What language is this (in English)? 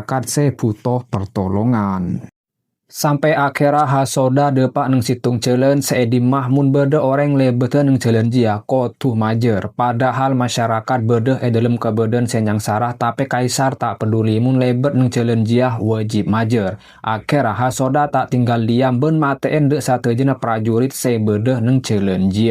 Madurese